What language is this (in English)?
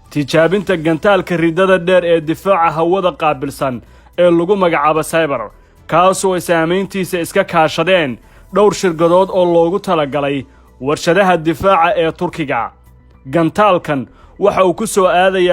Somali